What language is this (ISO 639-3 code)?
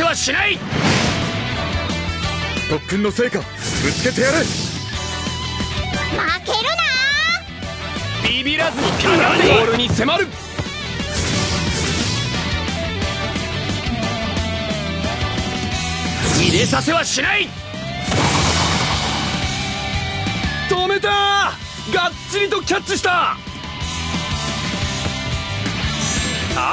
jpn